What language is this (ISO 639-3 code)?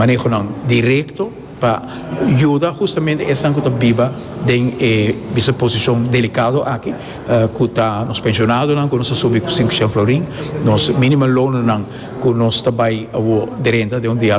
pap